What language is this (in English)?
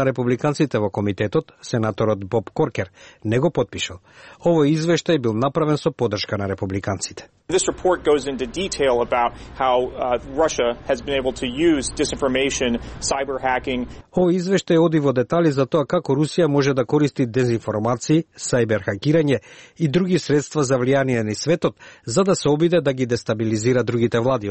Macedonian